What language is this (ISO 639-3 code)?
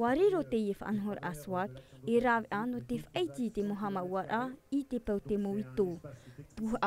tah